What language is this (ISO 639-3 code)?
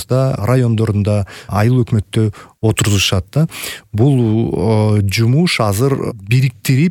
kir